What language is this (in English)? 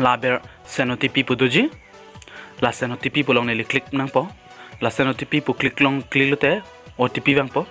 Karbi